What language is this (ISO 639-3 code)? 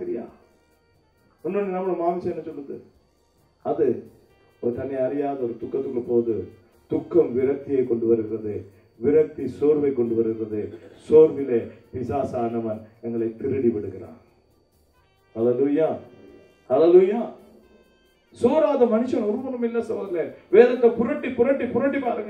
tam